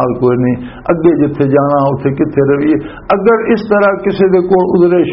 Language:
Western Panjabi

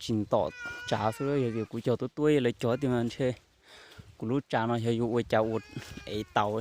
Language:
Hmong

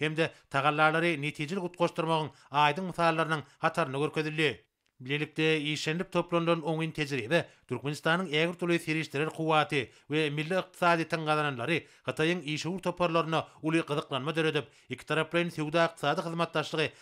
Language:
Turkmen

